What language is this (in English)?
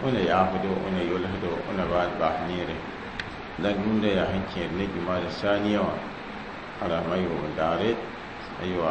Mossi